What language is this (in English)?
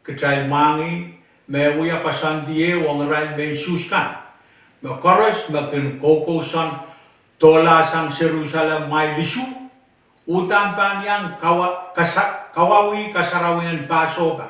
Pohnpeian